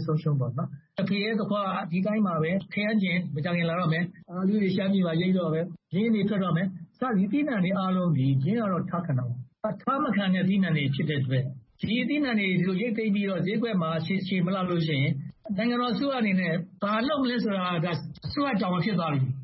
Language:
Burmese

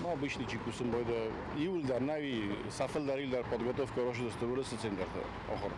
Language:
Ossetic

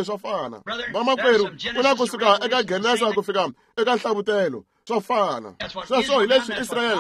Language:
Tsonga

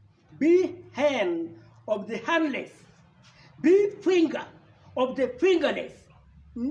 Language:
Acoli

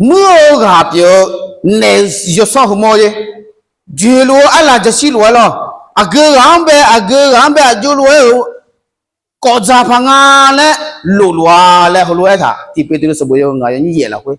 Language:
Akha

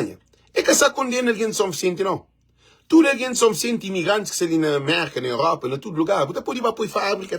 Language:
Kabuverdianu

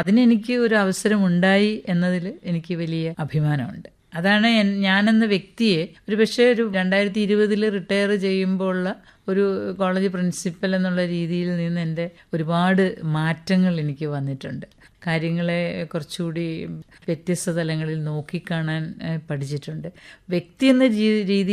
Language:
Malayalam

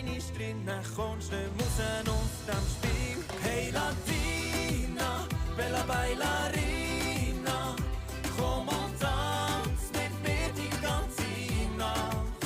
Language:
Swiss German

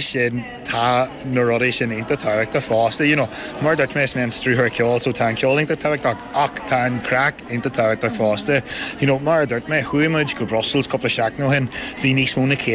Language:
Irish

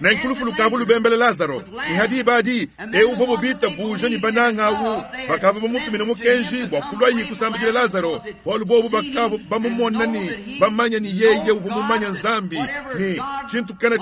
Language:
Luba-Lulua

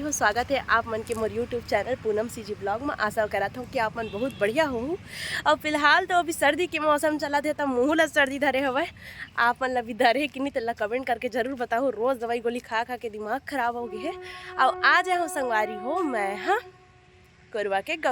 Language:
Chhattisgarhi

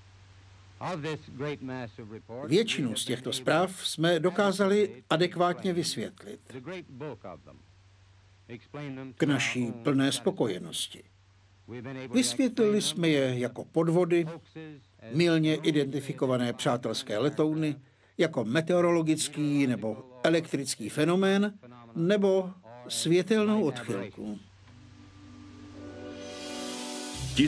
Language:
Czech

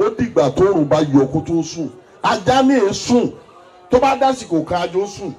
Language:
Yoruba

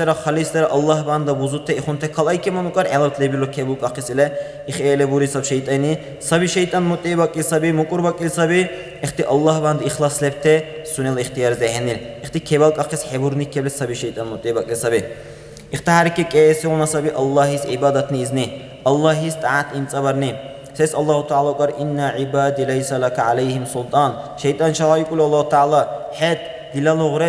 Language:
Dargwa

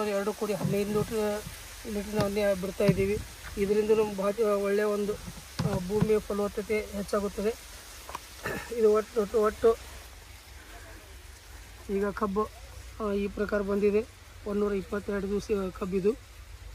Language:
Kannada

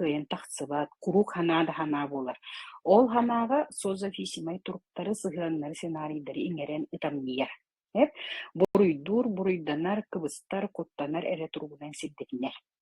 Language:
Yakut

